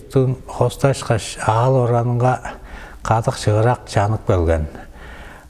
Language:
Tuvinian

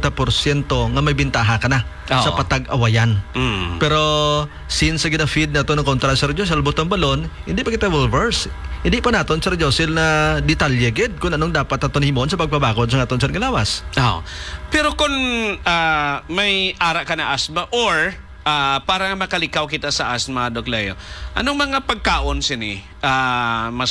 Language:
Hiligaynon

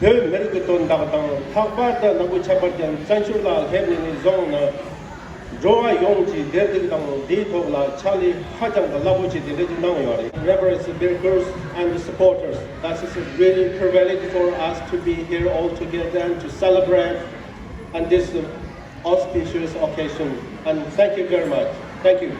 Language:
Tibetan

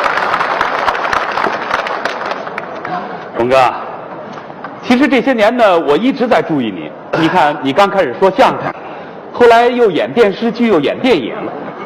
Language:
Chinese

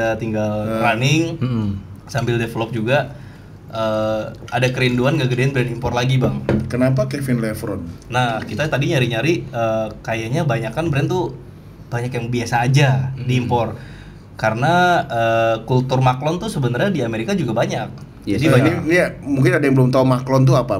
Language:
Indonesian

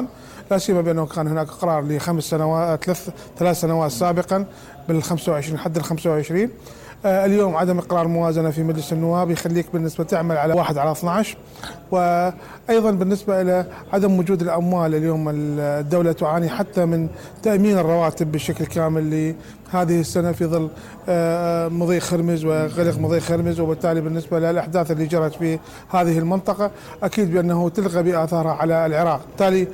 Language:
Mesopotamian Arabic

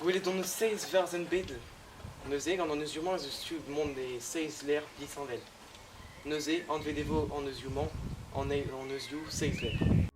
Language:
Breton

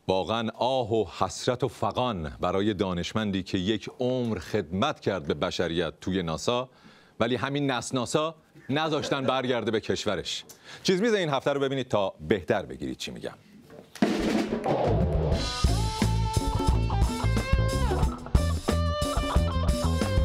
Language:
Persian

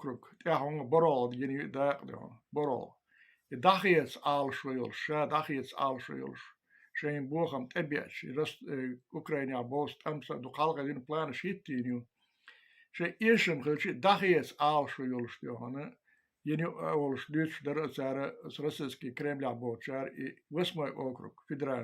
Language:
Chechen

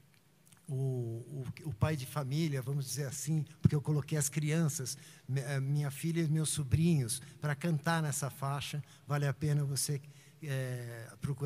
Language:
Portuguese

